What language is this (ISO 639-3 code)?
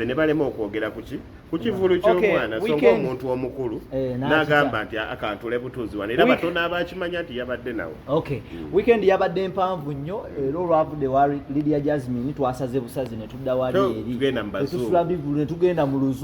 lug